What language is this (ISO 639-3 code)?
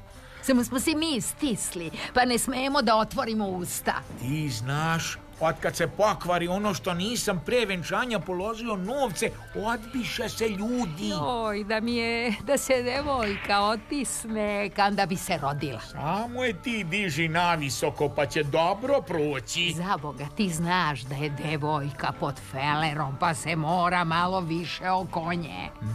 srp